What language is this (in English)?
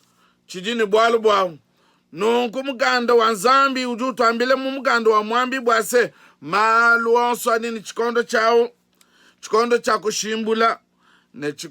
Luba-Lulua